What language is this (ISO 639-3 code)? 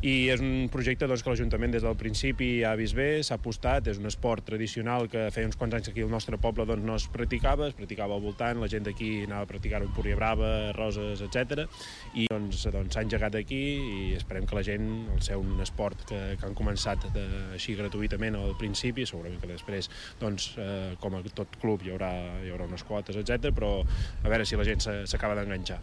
cat